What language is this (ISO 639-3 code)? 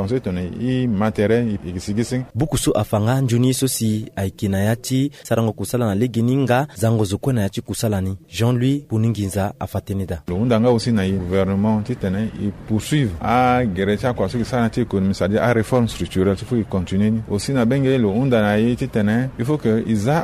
sag